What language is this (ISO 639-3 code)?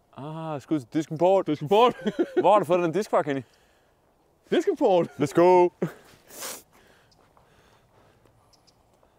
dan